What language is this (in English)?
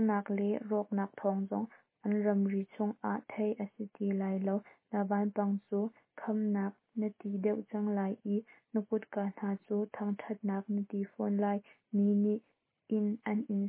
Hakha Chin